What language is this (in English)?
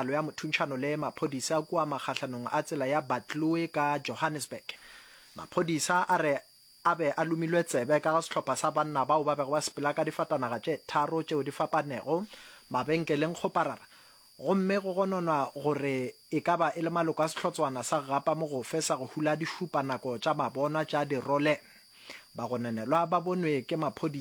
Northern Sotho